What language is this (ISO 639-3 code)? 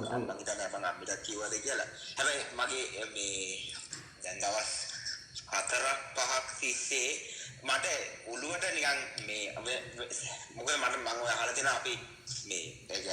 sin